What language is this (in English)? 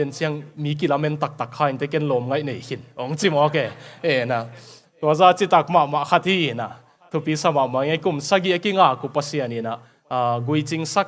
Tedim Chin